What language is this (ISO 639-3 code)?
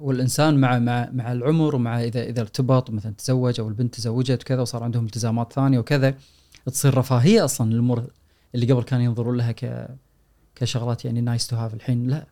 afb